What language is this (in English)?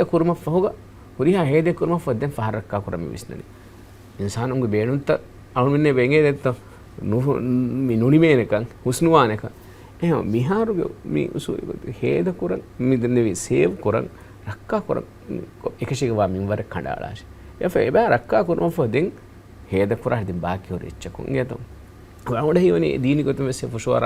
Divehi